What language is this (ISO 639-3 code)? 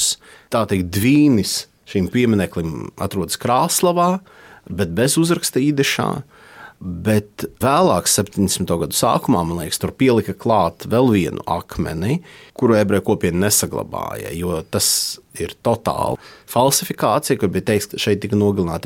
lav